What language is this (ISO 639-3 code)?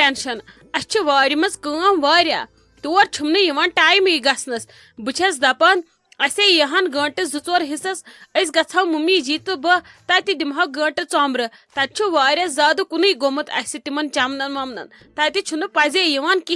kas